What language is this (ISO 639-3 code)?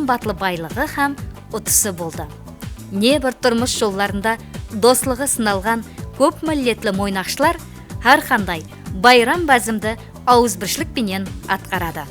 kaa